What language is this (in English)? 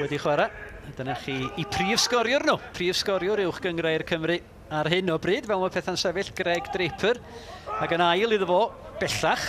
Welsh